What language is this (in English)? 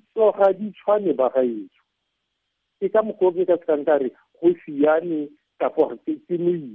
Tswana